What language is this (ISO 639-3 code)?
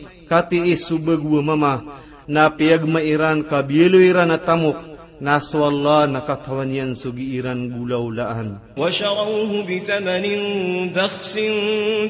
mrw